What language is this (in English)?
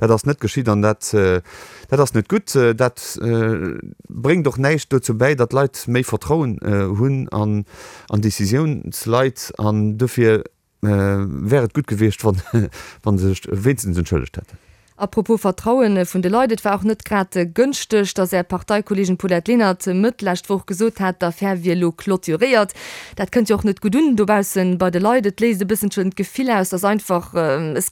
Luxembourgish